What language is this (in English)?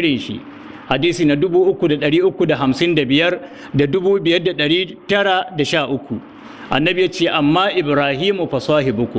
Hausa